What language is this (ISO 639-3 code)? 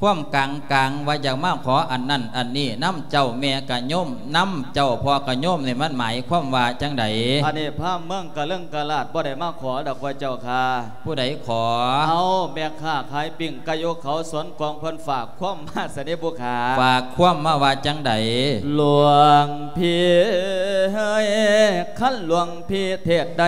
lao